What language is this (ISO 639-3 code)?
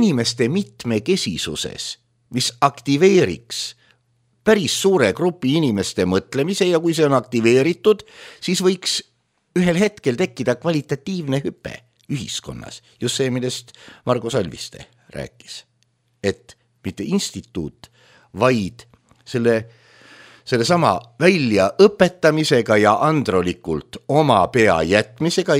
est